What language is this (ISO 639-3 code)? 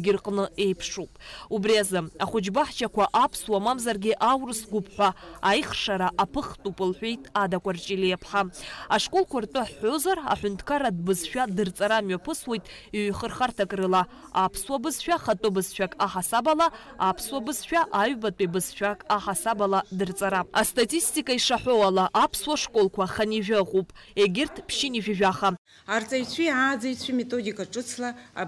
abk